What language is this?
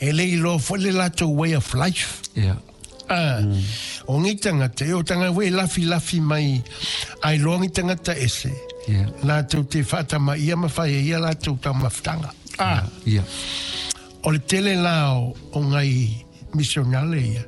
Samoan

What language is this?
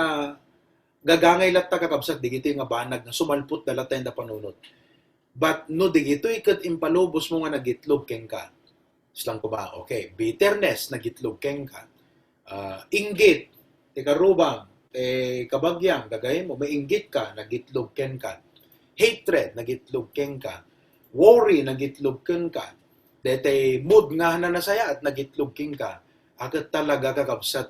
Iloko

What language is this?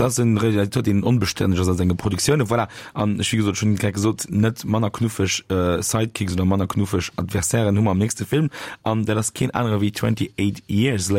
Luxembourgish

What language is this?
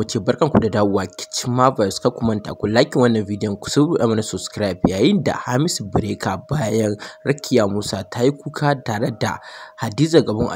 Hausa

